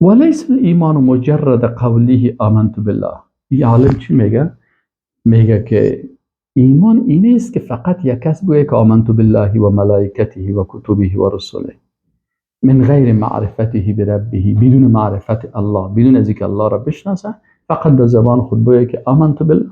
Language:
Persian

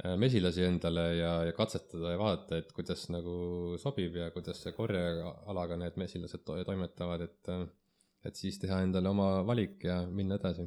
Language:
Estonian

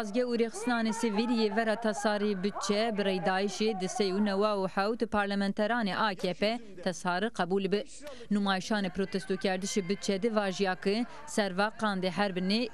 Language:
Zaza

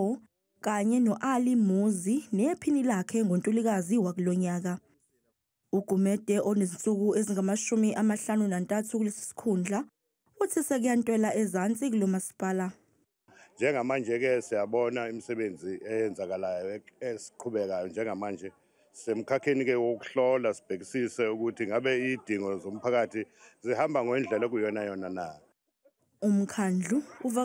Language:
Zulu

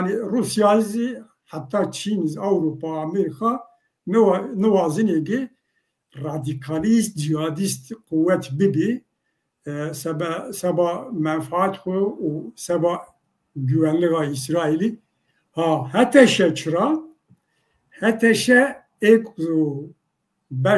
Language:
Zaza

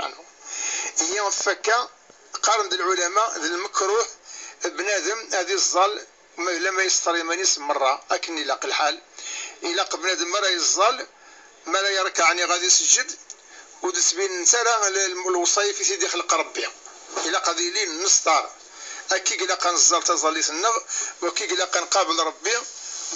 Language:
Kabyle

